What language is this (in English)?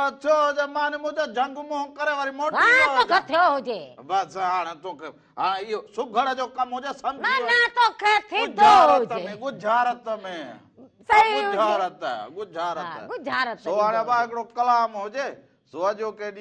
Sindhi